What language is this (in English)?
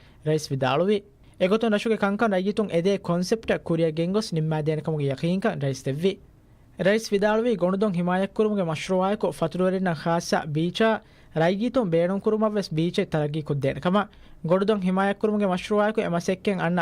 Divehi